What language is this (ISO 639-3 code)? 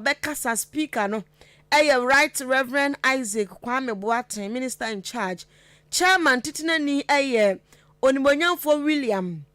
aka